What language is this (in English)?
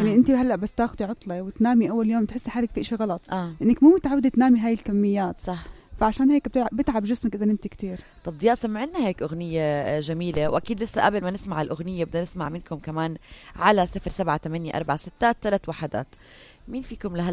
North Levantine Arabic